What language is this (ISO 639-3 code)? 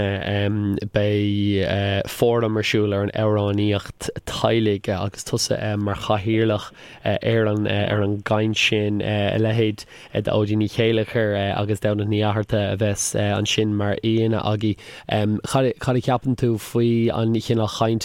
gle